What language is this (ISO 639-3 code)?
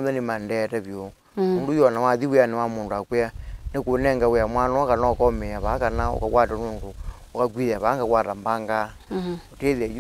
kam